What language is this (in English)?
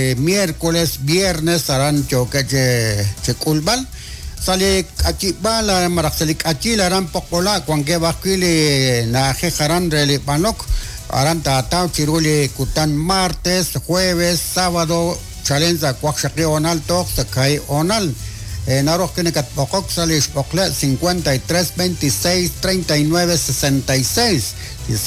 Kekchí